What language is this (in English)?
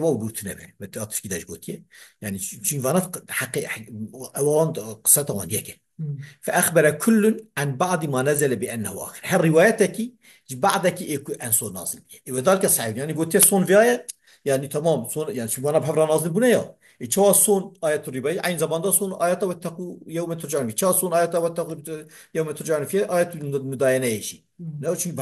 Kurdish